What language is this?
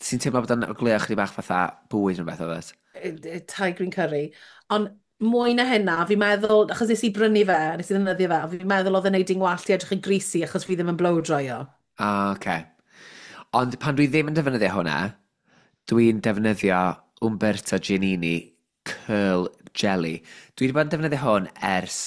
Welsh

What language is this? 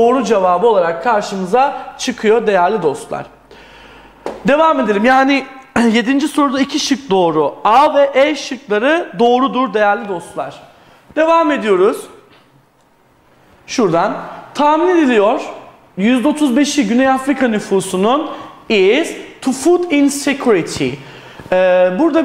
Turkish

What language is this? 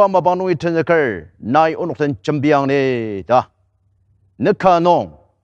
Ao Naga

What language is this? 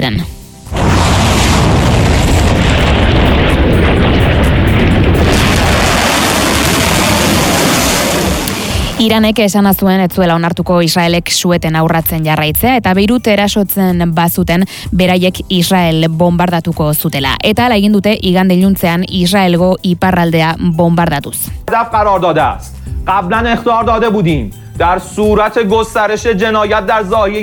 Basque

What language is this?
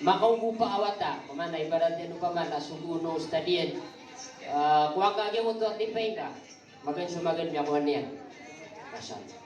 Maranao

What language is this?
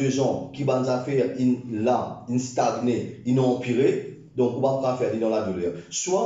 Morisyen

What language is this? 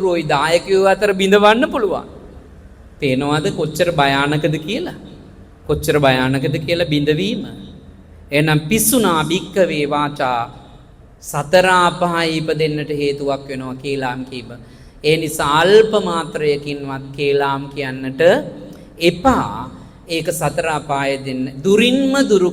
Sinhala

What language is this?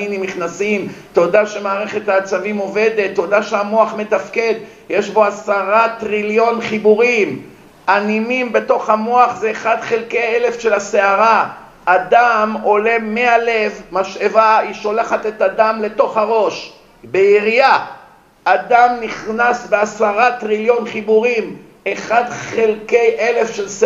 Hebrew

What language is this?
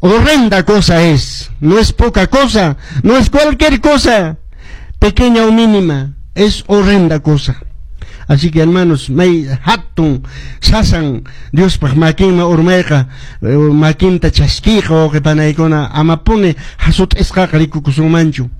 Quechua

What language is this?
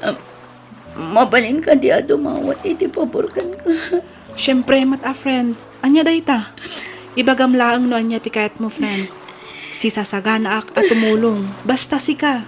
Iloko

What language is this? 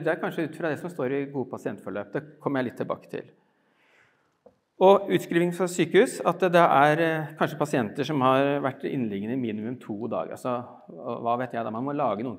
Norwegian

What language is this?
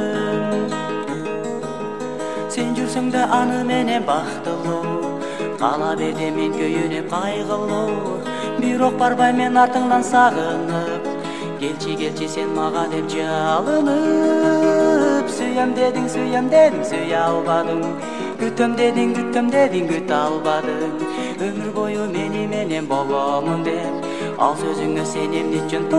Kyrgyz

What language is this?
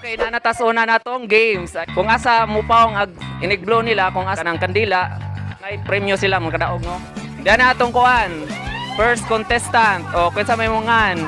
Cebuano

